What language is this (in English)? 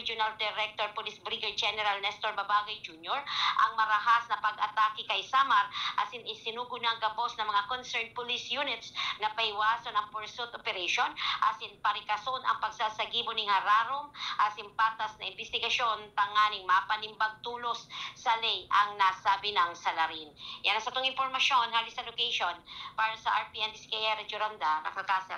Bikol